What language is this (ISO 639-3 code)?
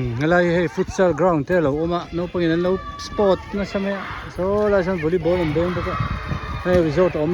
hmr